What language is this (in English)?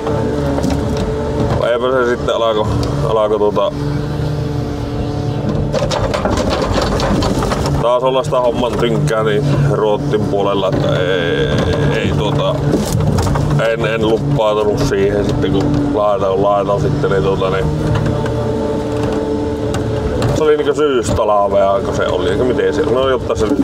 Finnish